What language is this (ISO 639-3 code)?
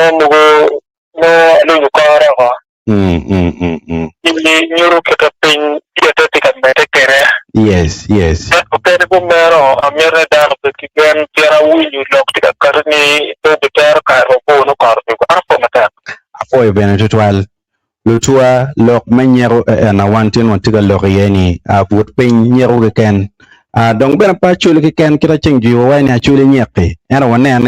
ach